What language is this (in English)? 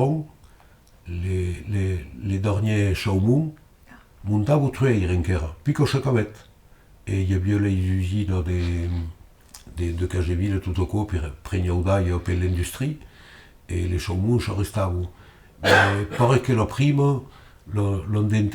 Occitan